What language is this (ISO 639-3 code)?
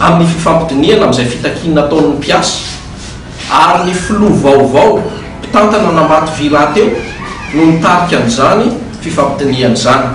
mlg